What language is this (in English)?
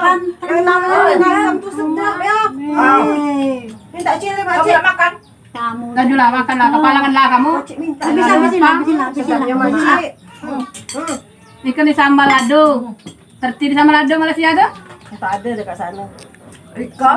Musi